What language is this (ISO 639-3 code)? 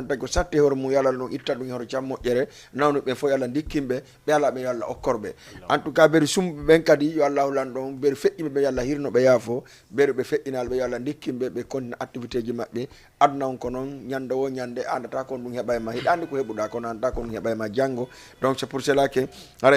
ful